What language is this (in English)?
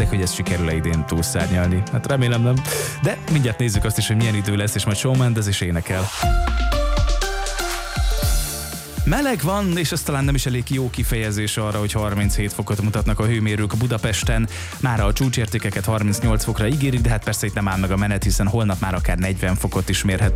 Hungarian